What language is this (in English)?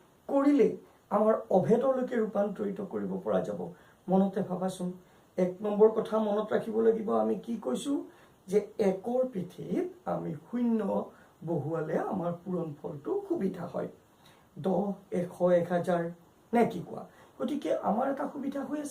Assamese